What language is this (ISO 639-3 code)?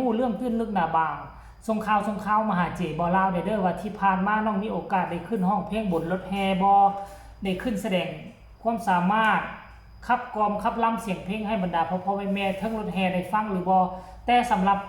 tts